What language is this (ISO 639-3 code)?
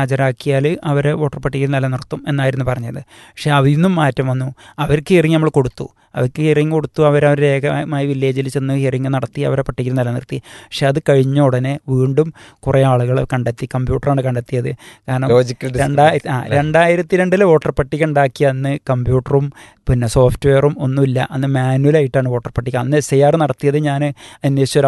mal